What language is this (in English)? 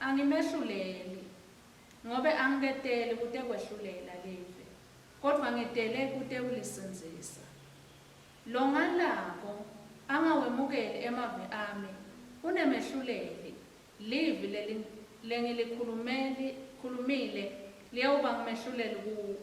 Swati